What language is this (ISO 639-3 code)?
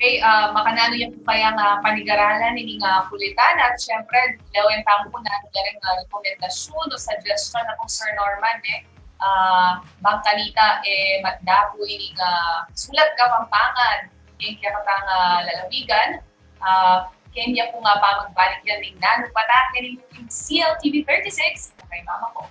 pam